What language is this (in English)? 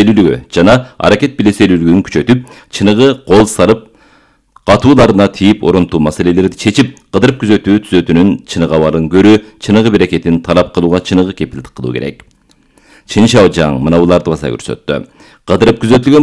Kyrgyz